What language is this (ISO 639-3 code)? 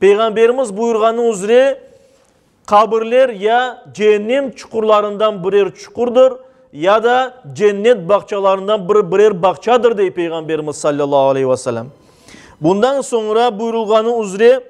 crh